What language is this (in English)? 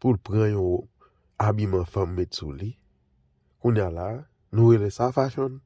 Haitian Creole